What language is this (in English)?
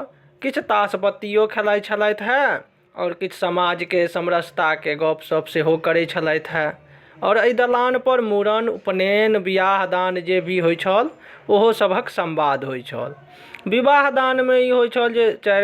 Maithili